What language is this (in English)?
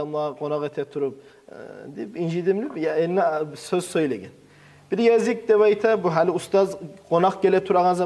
Kumyk